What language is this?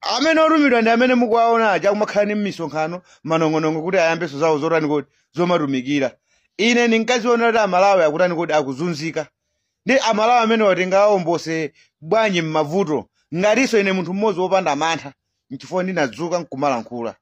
Nyanja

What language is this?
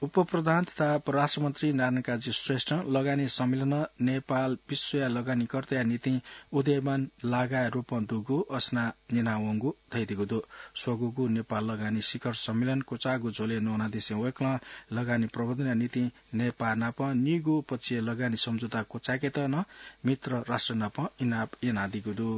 Newari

